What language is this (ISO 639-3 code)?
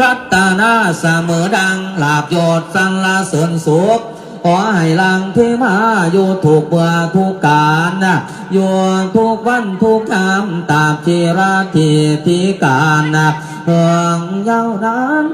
tts